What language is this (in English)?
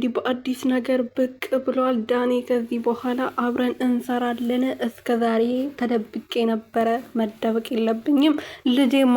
Amharic